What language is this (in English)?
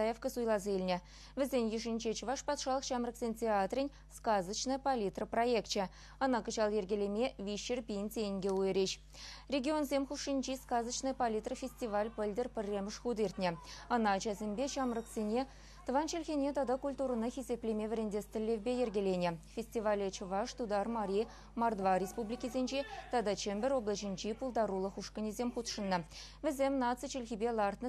Chuvash